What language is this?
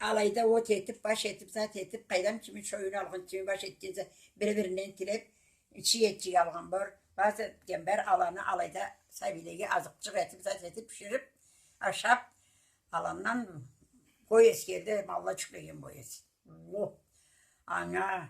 Karachay-Balkar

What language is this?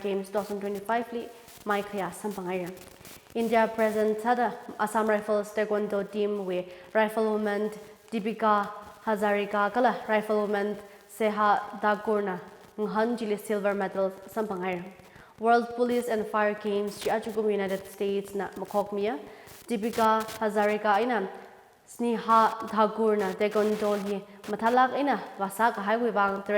Tangkhul Naga (India)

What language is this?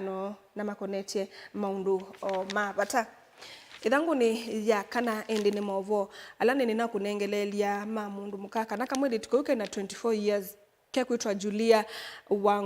Kamba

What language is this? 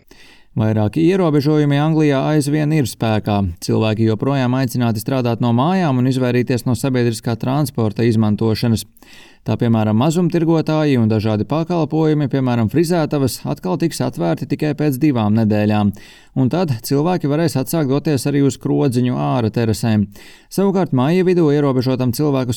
Latvian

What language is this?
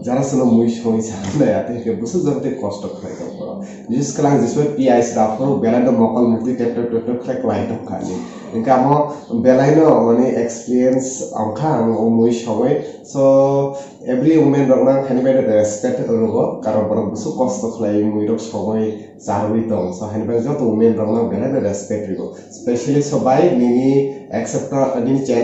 Kok Borok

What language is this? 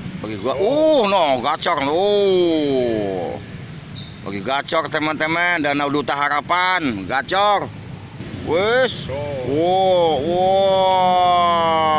Betawi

